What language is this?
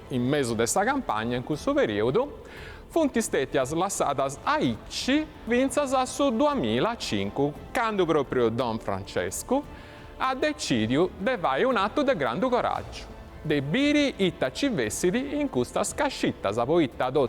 Sardinian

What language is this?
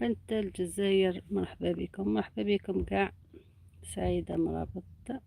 Algerian Arabic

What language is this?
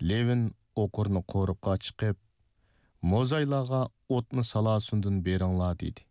Uyghur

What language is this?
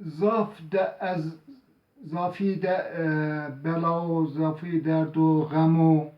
Zaza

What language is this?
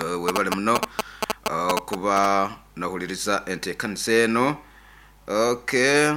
Nyoro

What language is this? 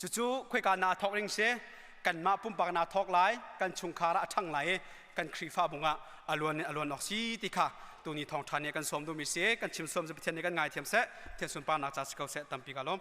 Hakha Chin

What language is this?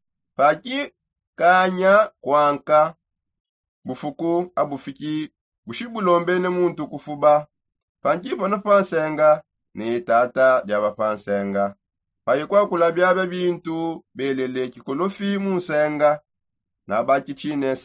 Songe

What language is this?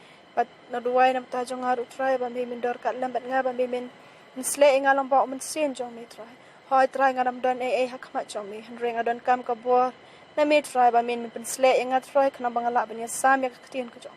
Khasi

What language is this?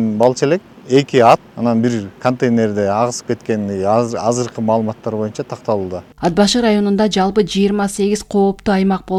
Kyrgyz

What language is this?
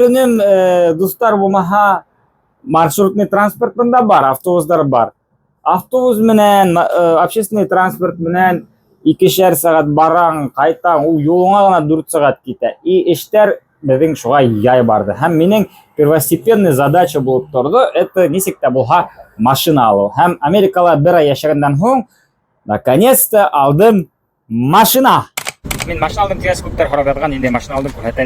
Bashkir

